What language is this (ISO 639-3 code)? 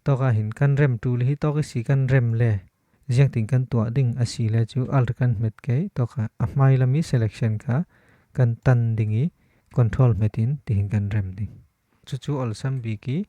cfm